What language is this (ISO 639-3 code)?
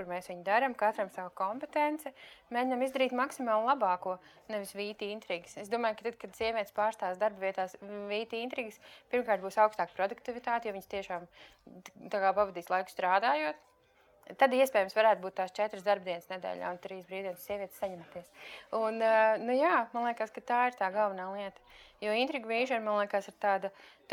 lav